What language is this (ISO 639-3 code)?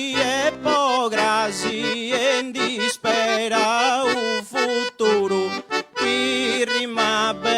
srd